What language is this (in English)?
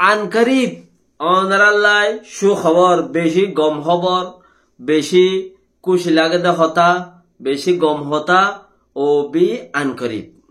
Rohingya